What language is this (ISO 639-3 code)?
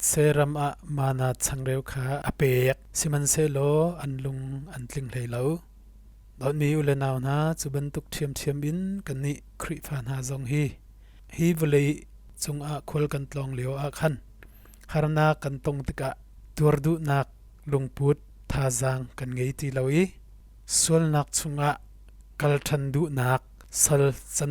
cnh